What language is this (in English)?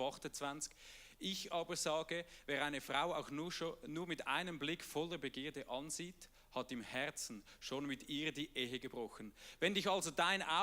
Swiss German